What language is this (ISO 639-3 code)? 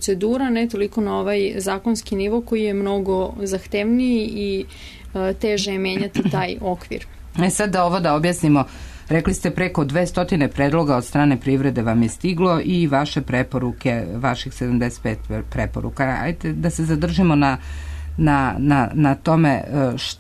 srp